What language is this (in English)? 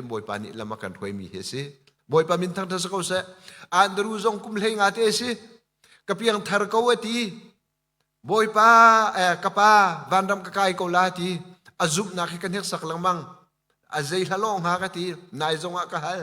Hakha Chin